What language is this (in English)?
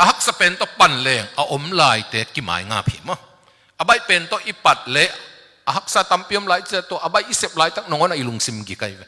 Tedim Chin